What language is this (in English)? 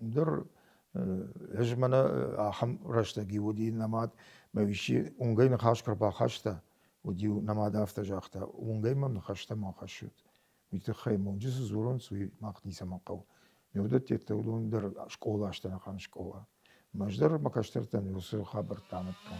Ossetic